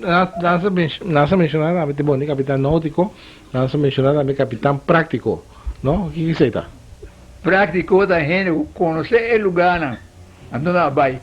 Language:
Papiamento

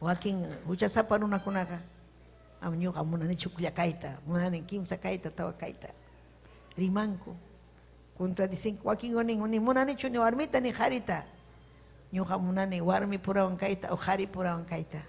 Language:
Ayacucho Quechua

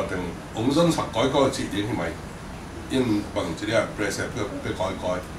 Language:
Tedim Chin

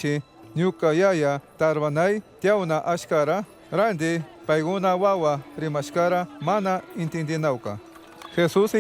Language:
Chimborazo Highland Quichua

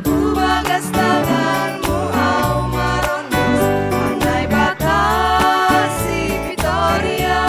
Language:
Batak Simalungun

